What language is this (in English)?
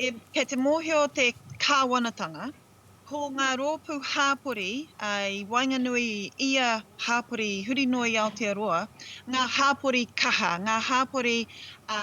Māori